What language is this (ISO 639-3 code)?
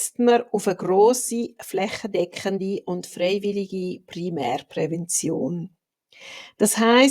gsw